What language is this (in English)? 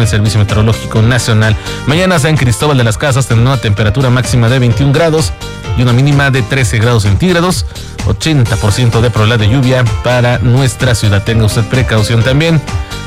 Spanish